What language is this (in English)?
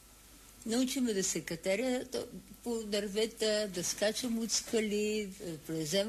Bulgarian